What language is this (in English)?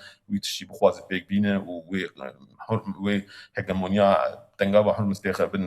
Kurdish